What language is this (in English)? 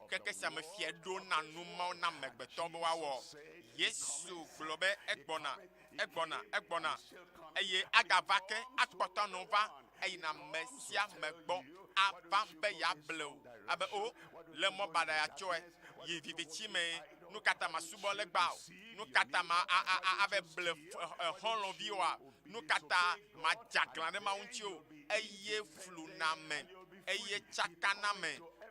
Ewe